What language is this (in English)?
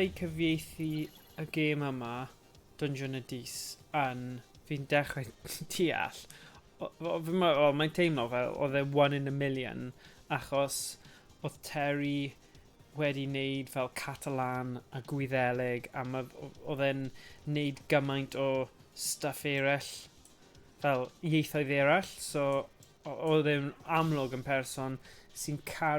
Welsh